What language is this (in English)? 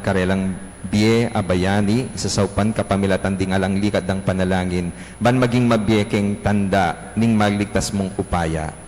Pampanga